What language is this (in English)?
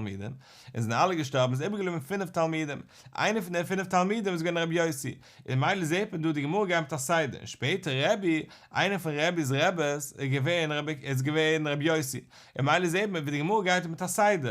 Yiddish